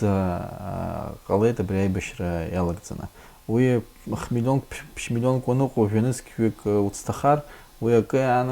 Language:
Abkhazian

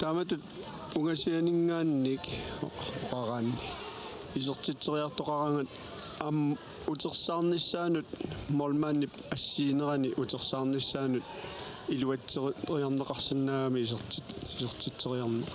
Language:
Kalaallisut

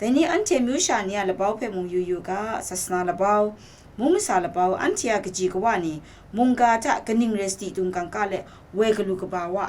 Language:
Kachin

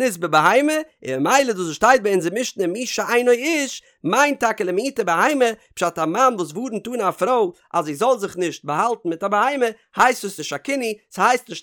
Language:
Yiddish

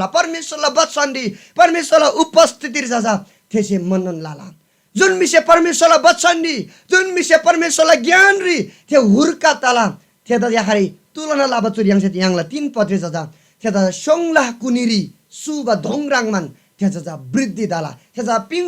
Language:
Eastern Tamang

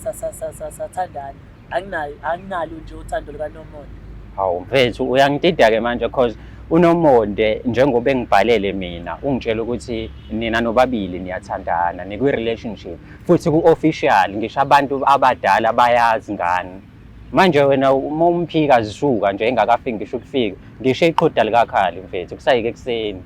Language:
Zulu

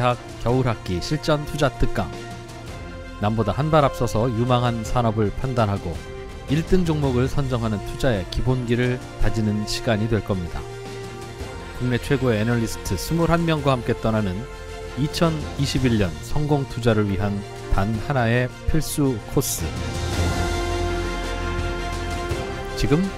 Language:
Korean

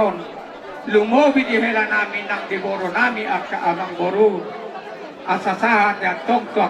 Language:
Batak Toba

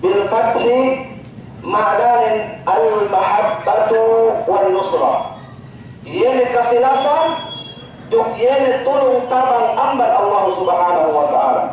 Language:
Yakan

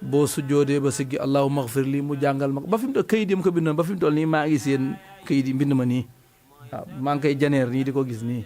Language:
Wolof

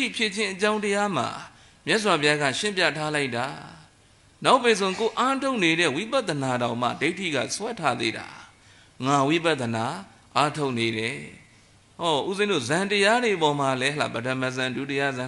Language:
Burmese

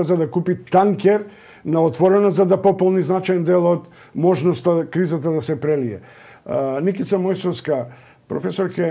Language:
Macedonian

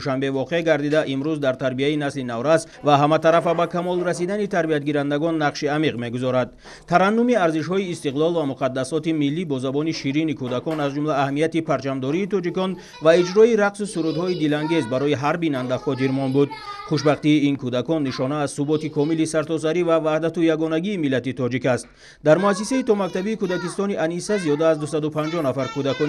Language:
Tajik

